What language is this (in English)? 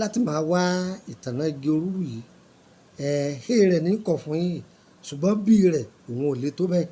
Yoruba